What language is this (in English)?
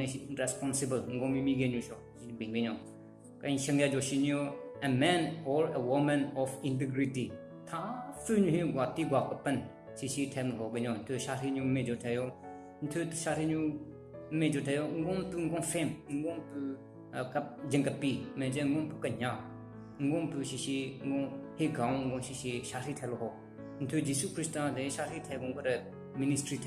Southern Rengma Naga